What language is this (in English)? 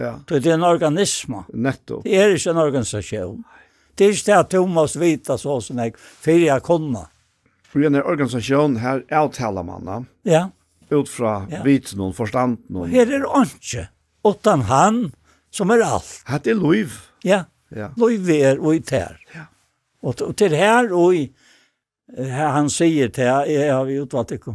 Faroese